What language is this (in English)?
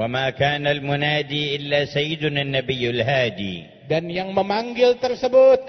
Indonesian